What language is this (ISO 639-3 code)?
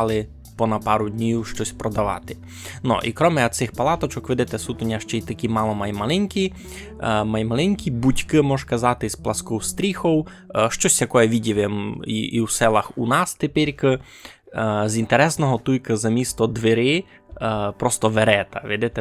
rue